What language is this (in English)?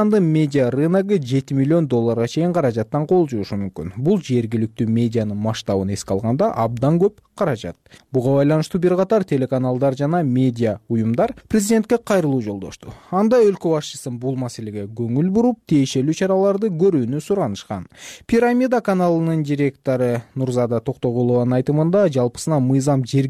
Kyrgyz